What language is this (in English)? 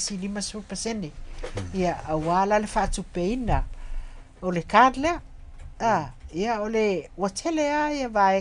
Samoan